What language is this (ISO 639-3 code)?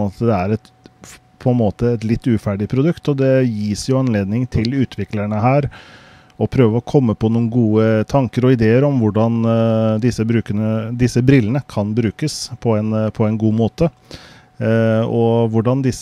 nor